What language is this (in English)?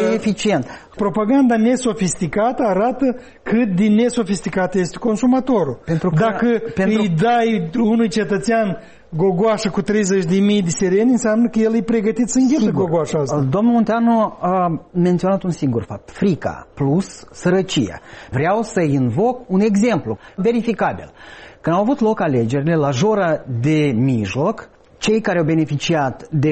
Romanian